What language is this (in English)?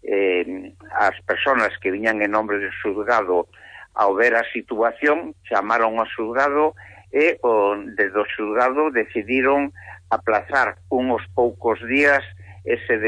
Galician